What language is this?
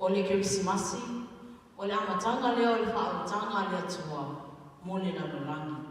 Samoan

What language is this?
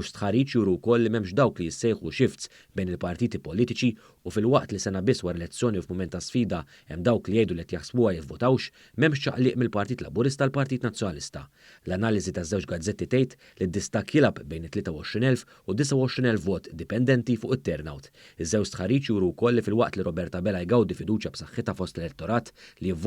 Maltese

